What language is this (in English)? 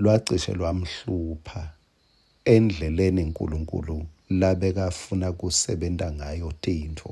Swati